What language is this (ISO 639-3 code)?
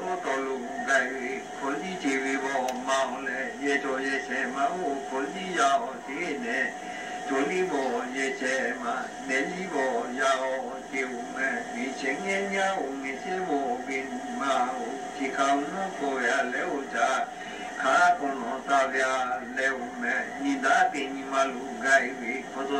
lhu